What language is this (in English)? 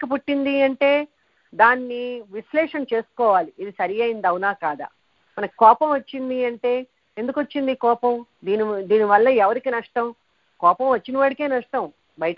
Telugu